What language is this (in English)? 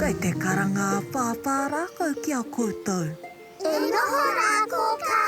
Māori